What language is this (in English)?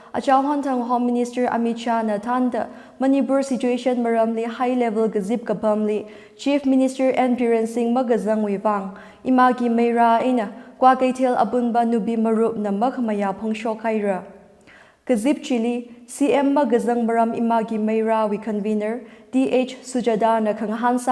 Tangkhul Naga (India)